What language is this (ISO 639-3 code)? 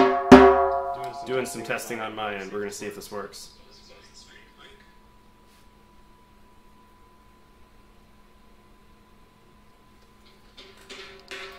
eng